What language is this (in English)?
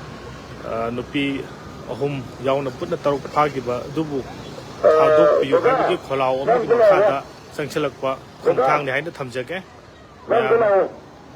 Manipuri